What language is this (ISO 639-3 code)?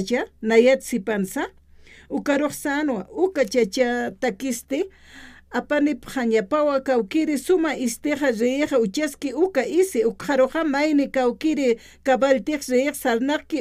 aym